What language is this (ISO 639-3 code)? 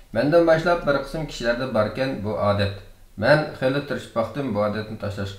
uig